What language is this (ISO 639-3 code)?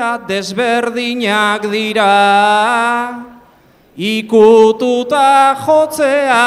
eus